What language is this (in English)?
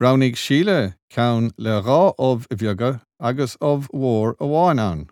Irish